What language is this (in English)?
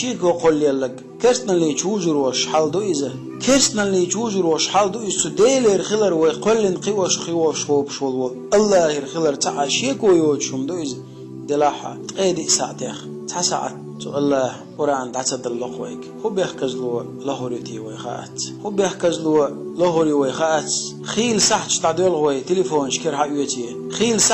Chechen